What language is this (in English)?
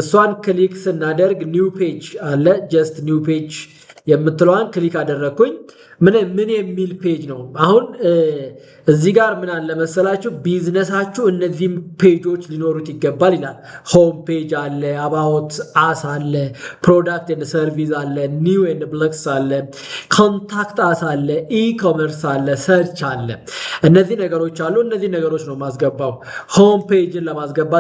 Amharic